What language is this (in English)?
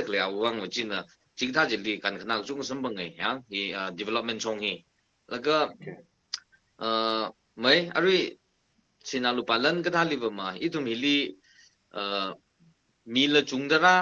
Tangkhul Naga (India)